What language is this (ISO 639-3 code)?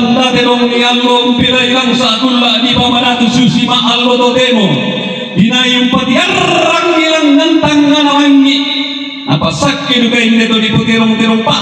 sda